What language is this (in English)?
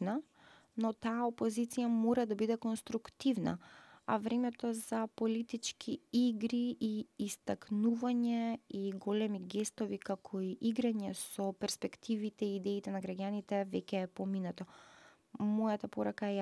Macedonian